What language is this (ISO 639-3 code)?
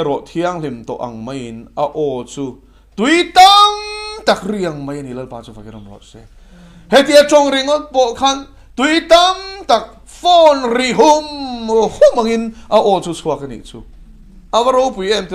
lus